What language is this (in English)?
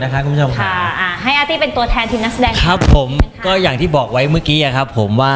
Thai